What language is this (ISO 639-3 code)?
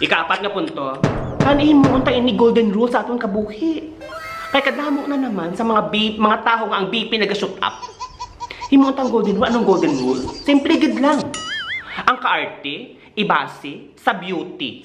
hil